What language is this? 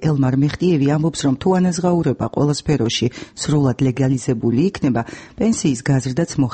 Georgian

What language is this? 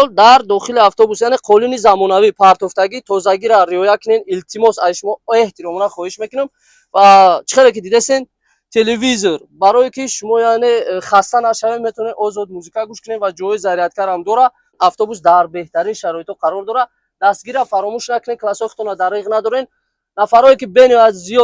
Tajik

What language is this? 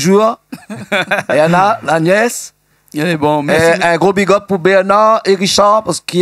Réunion Creole French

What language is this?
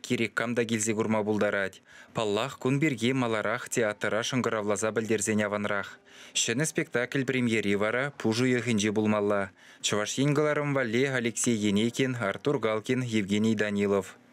Chuvash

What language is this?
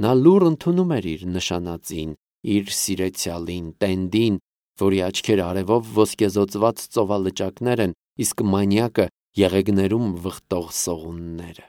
Armenian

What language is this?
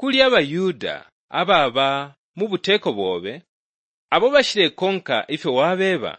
Bemba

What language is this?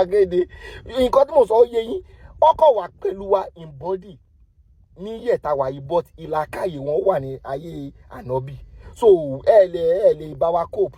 Yoruba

